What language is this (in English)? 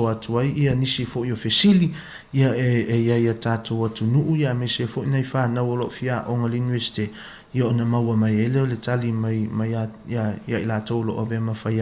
Samoan